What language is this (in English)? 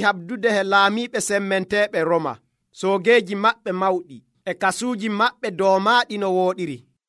Nigerian Fulfulde